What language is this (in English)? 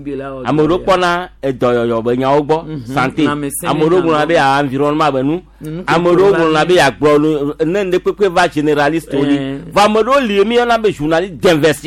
Gen